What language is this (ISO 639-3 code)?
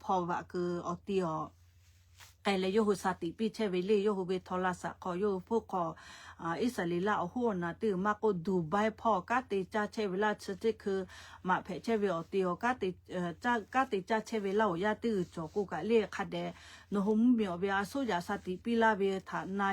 lhu